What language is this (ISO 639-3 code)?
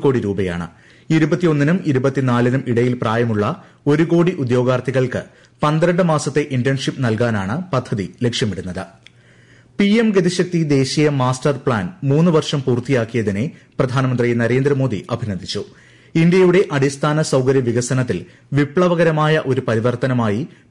mal